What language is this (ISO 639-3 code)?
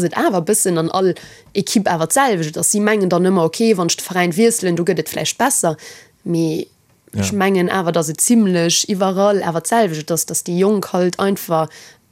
ltz